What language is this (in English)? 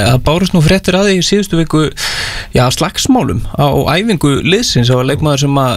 Icelandic